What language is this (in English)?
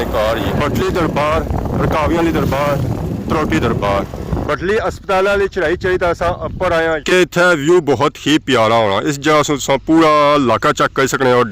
Pahari-Potwari